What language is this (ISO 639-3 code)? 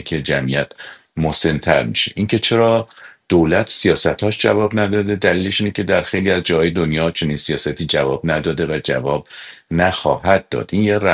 fas